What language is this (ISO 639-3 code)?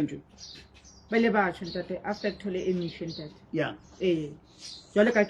sot